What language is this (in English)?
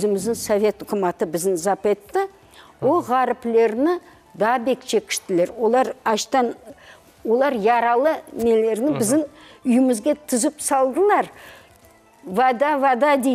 Crimean Tatar